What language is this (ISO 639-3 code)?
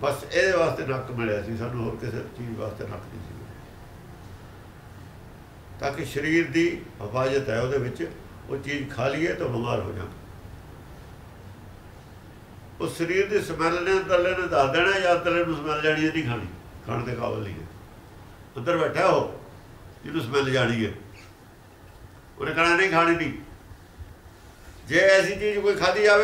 pan